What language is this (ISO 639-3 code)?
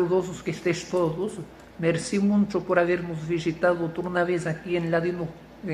lad